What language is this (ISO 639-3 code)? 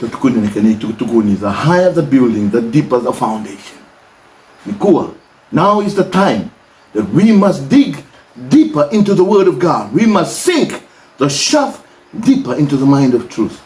fij